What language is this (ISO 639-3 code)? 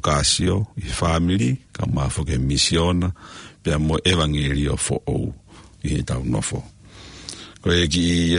ton